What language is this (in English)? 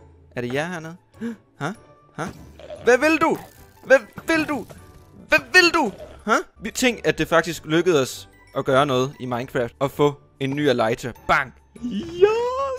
Danish